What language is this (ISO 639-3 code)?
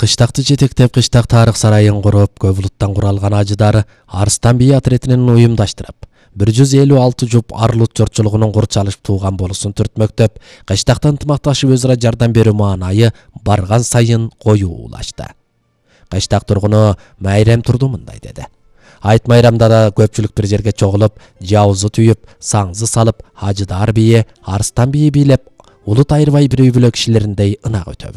kir